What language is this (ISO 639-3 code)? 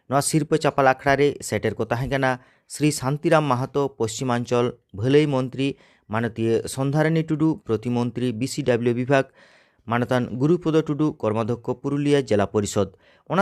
sat